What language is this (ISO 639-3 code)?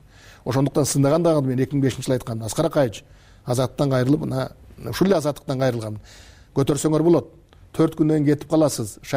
kir